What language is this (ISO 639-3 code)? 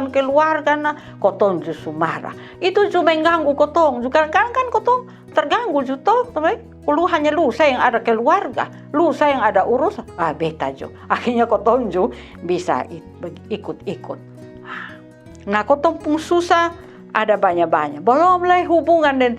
mkn